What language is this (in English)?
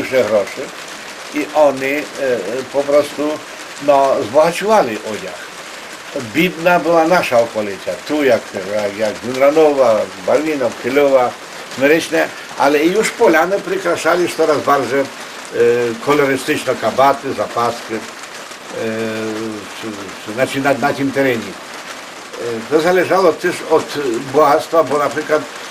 Rusyn